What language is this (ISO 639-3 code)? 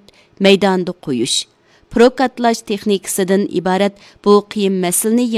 uig